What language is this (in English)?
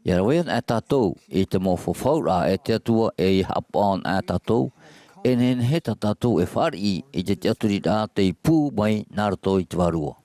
Tahitian